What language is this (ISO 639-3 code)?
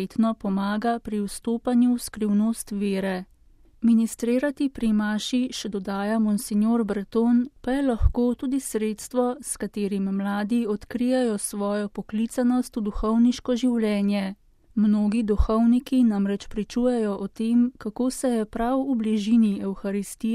slv